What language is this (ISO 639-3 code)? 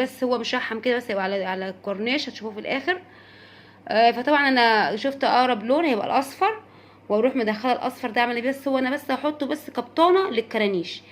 arz